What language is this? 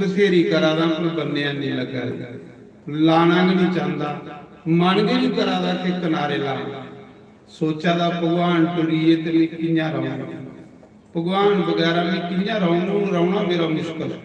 Dogri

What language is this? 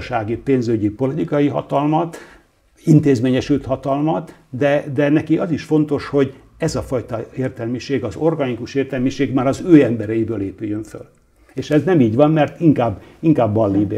Hungarian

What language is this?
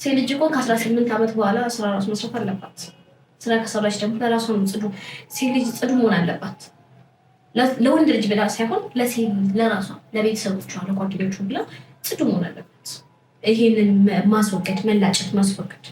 Amharic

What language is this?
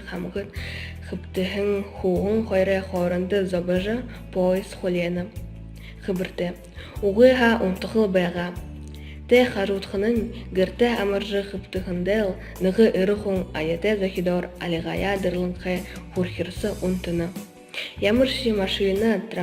Buriat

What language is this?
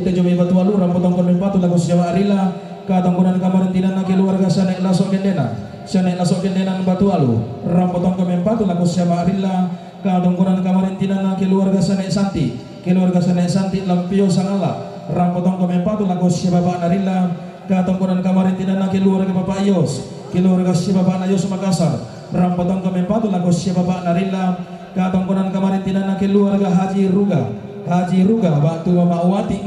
Toraja-Sa'dan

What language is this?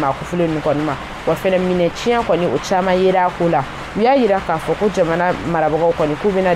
Bambara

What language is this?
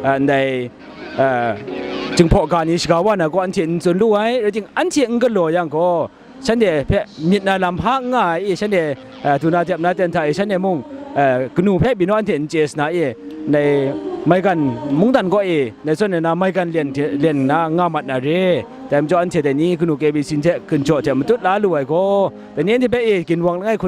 Kachin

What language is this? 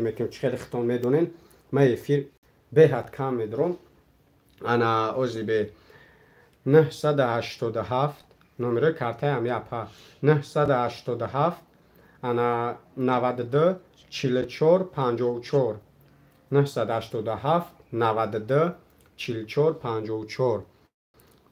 Tajik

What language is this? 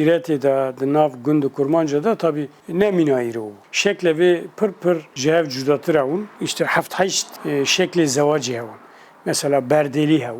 Kurdish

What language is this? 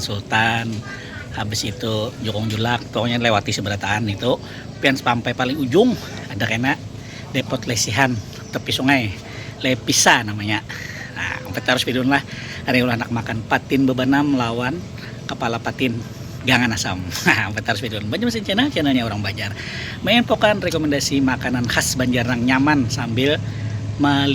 Banjar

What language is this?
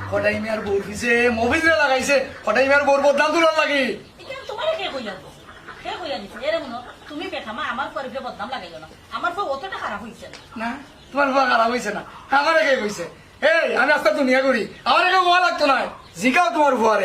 Sylheti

